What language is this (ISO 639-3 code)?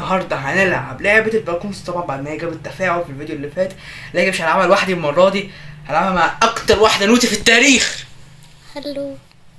arz